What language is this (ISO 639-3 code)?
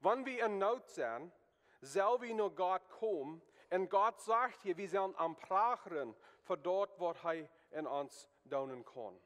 pdt